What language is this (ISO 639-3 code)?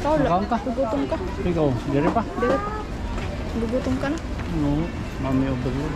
war